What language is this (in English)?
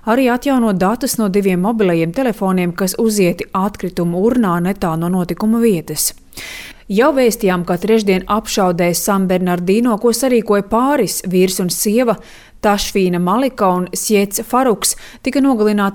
Latvian